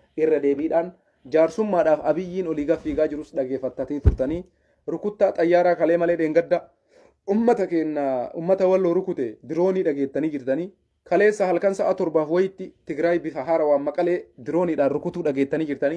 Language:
Oromo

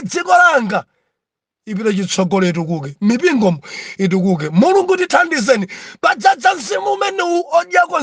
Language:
Nyanja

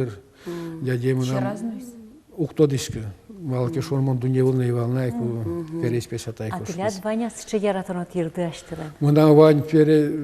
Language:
Udmurt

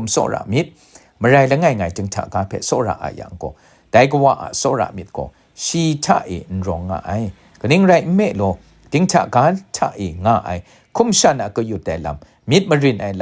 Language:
Kachin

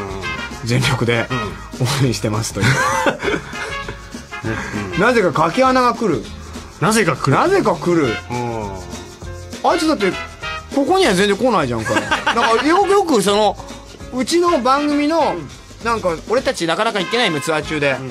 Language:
Japanese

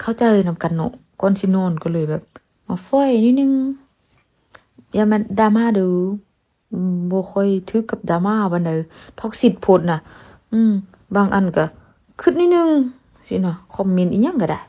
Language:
Lao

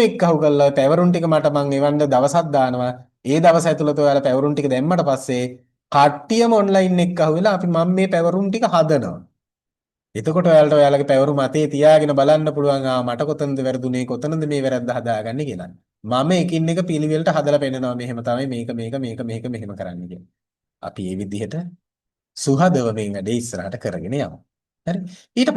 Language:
Sinhala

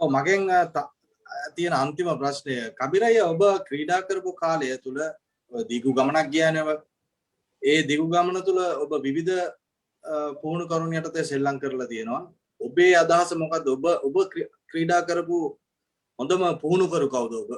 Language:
Sinhala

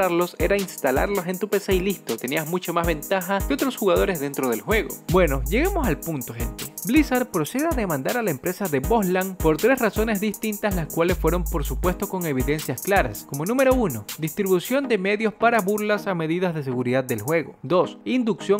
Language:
Spanish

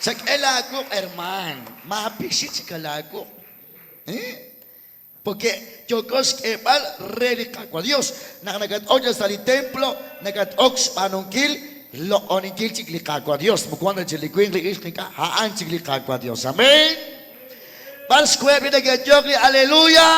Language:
Kekchí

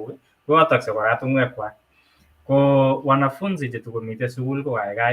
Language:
Kalenjin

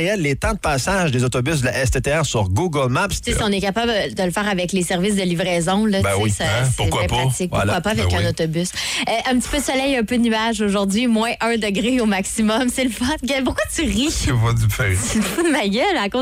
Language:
French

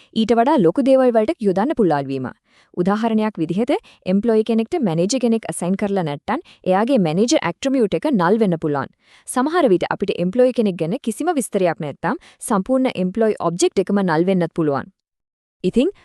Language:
Sinhala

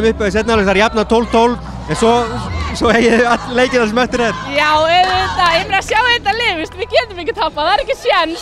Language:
Icelandic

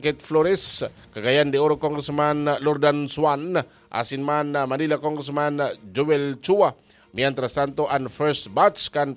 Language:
Bikol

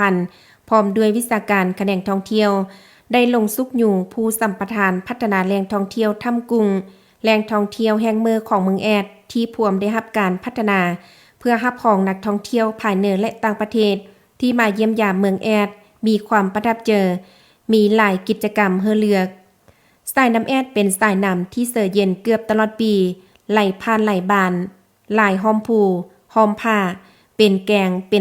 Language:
Lao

